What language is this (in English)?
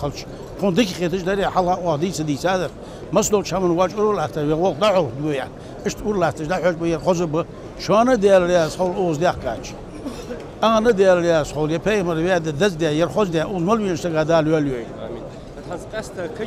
Ingush